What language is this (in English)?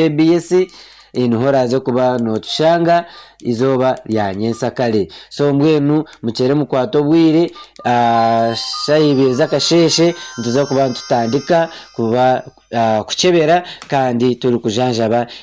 Nyankole